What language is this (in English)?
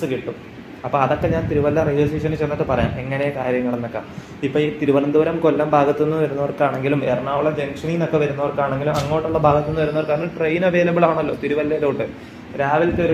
Malayalam